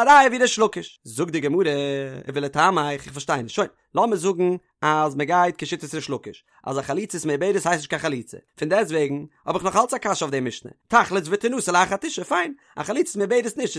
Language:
Yiddish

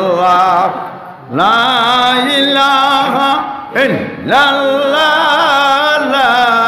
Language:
Sylheti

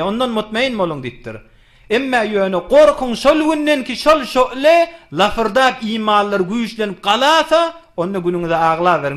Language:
Turkmen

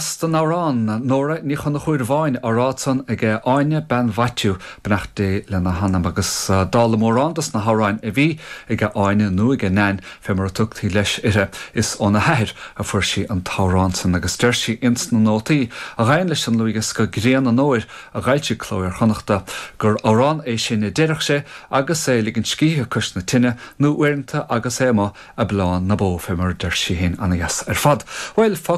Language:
Irish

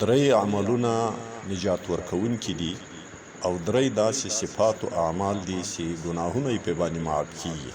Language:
Pashto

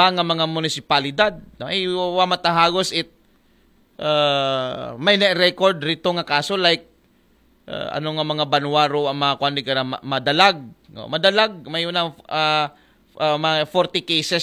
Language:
Aklanon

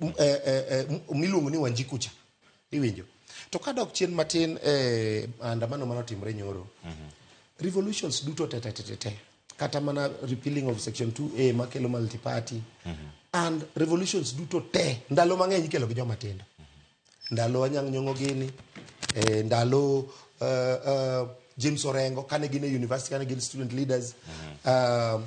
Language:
Luo (Kenya and Tanzania)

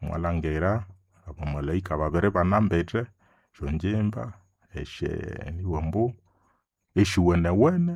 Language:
Nande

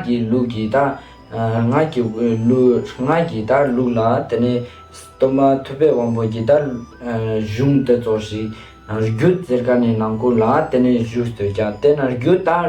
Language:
Ladakhi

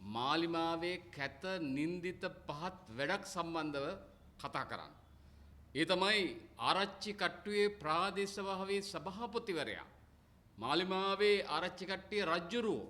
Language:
Sinhala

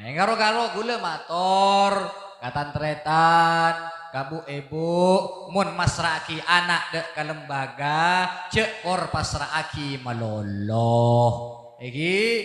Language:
Madurese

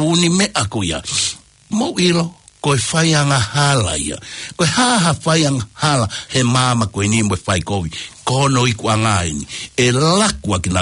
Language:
Tongan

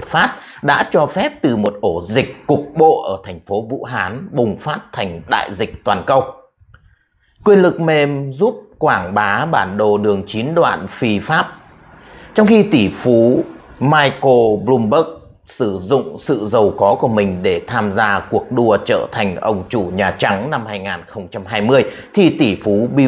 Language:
Vietnamese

